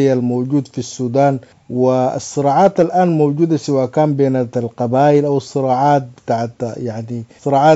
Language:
Sudanese Arabic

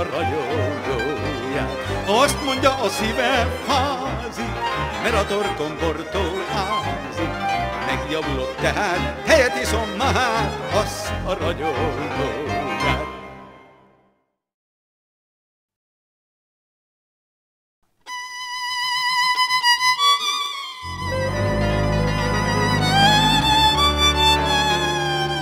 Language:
Hungarian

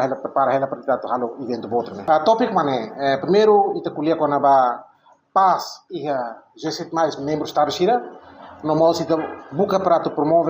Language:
Tetum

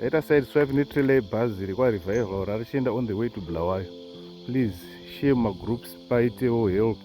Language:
Shona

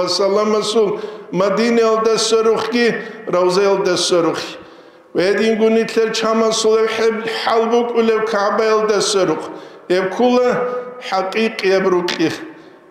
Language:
Avaric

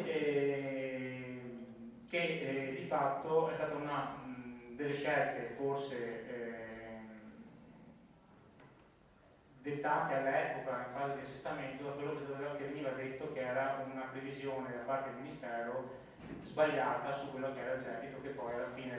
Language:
Italian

